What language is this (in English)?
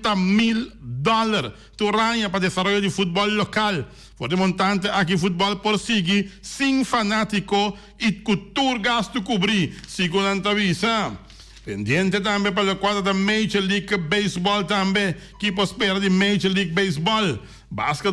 Papiamento